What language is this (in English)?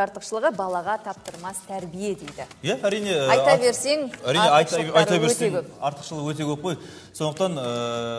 Kazakh